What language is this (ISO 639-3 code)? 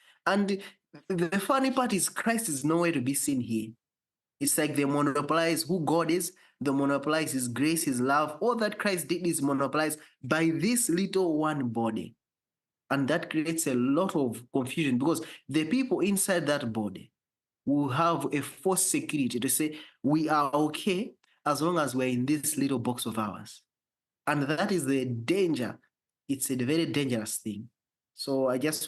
eng